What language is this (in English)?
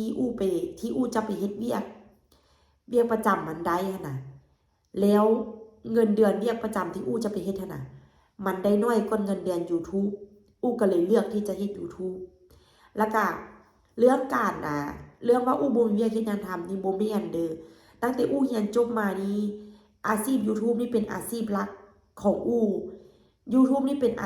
Lao